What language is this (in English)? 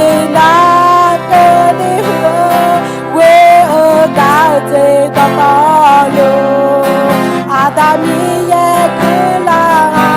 Akha